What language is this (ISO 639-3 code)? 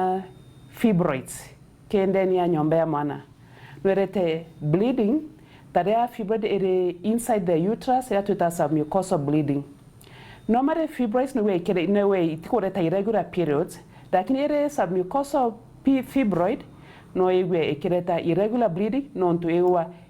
mer